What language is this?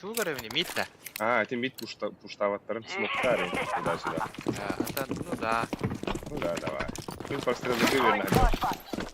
Yakut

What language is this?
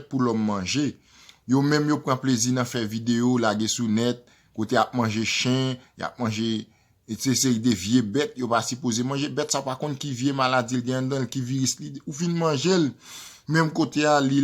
Haitian Creole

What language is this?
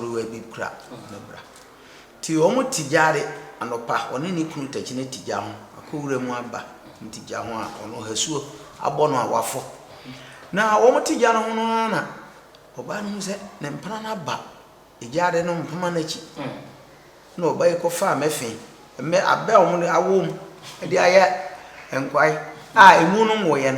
Akan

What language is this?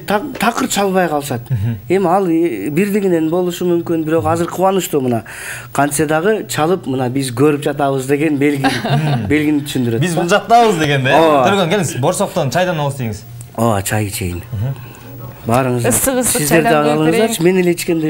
Kyrgyz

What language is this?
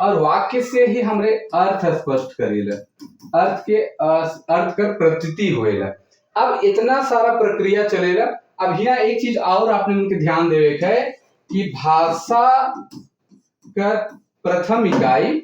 Sadri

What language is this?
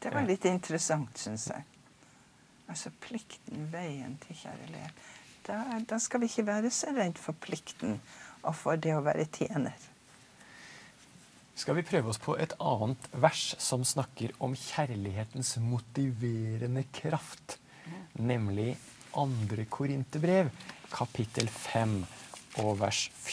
Norwegian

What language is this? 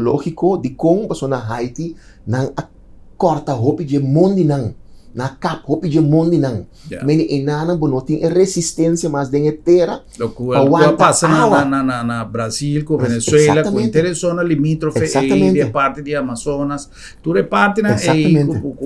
Papiamento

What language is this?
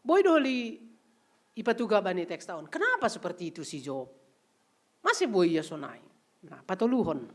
Batak Simalungun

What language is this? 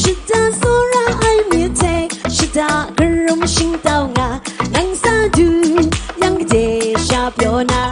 Kachin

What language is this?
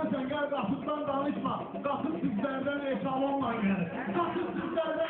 Azerbaijani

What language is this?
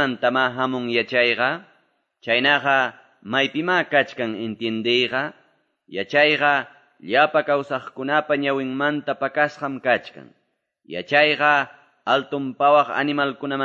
Quechua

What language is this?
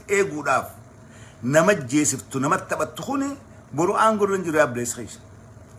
Oromo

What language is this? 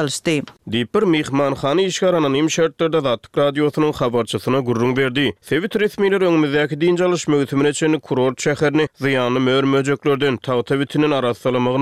Turkmen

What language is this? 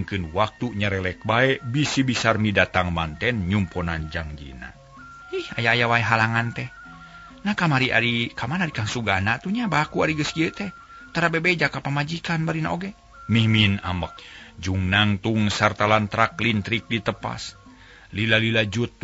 Sundanese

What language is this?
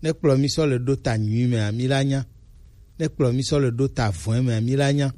Gen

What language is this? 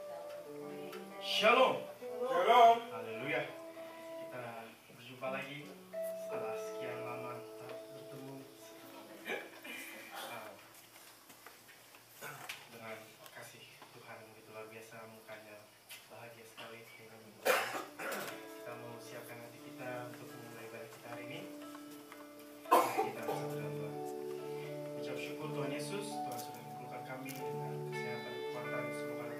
Indonesian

